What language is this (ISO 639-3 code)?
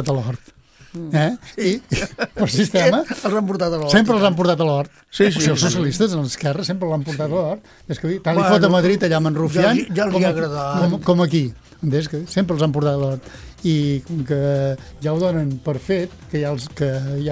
cat